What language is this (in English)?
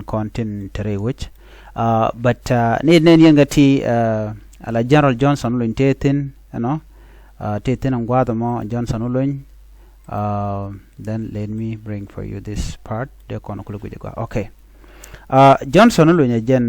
Nuer